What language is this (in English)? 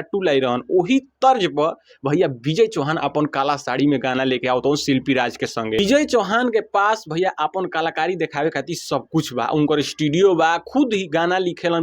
Bhojpuri